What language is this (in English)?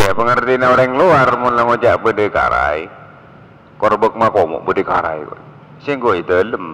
Madurese